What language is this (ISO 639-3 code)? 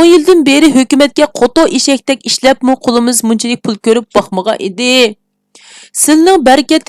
uig